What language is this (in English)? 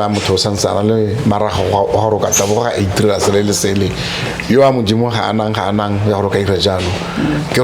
Tswana